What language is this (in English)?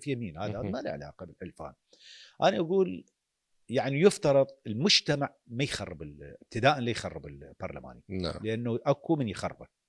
Mesopotamian Arabic